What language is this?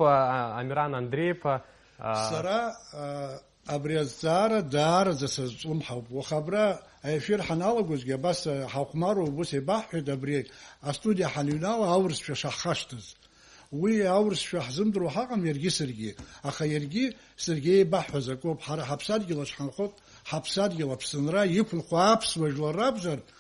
Abkhazian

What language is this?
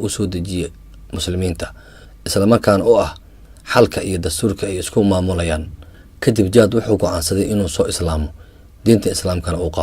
Somali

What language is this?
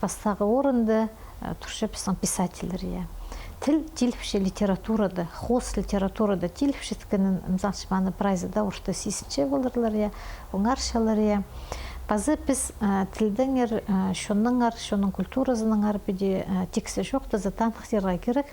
Khakas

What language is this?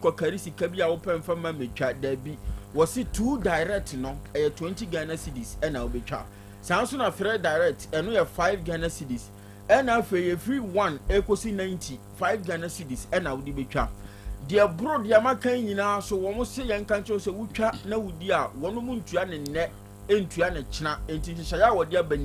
Akan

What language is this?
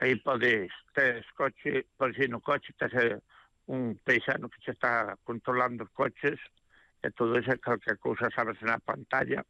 Galician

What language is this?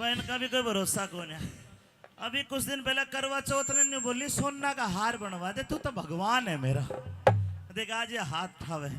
Haryanvi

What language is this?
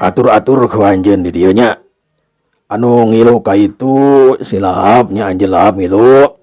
Sundanese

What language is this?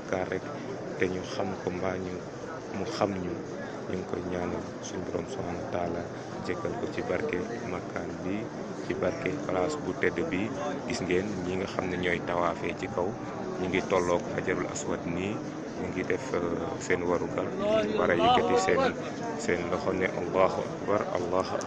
Wolof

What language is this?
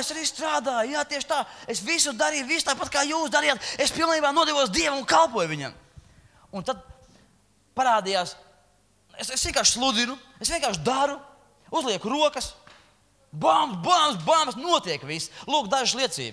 Latvian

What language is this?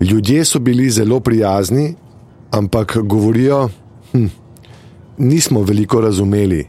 Slovenian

